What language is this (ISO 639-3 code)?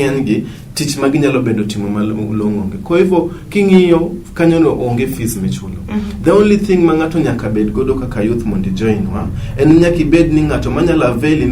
luo